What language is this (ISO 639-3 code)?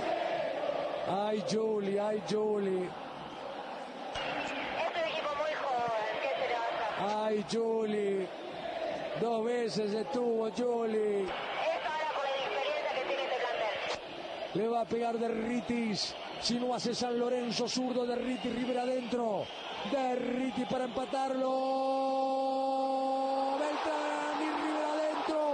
spa